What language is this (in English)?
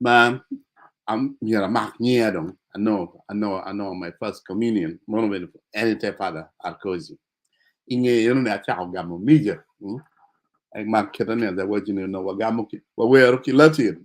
Acoli